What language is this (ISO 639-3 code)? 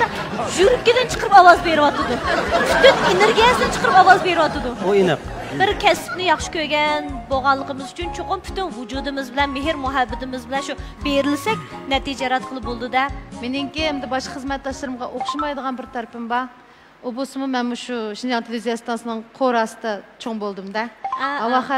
uig